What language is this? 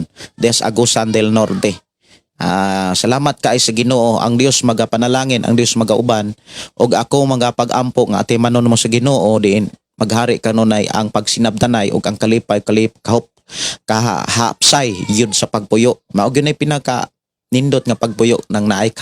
Cebuano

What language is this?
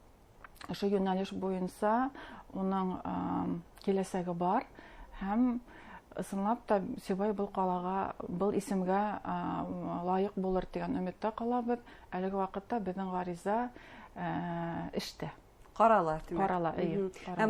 Bashkir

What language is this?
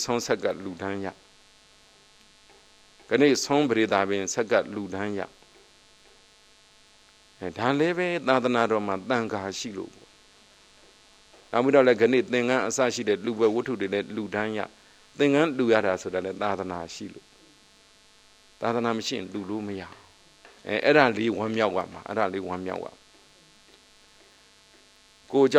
Burmese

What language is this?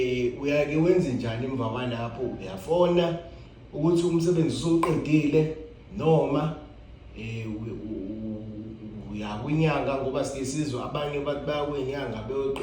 Zulu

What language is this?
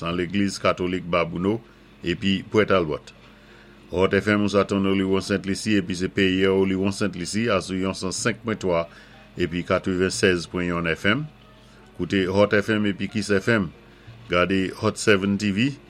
Saint Lucian Creole French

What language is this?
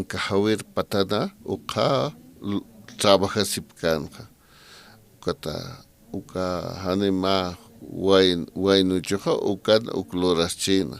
Aymara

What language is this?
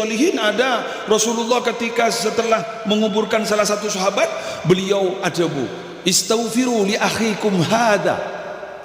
Madurese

